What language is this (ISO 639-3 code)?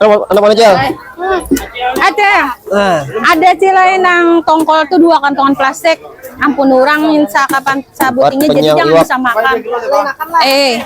bjn